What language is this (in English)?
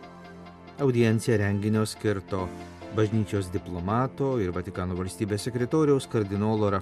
Lithuanian